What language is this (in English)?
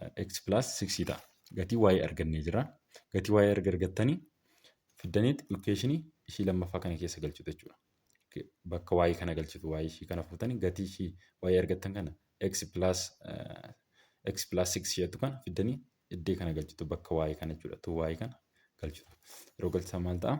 Oromo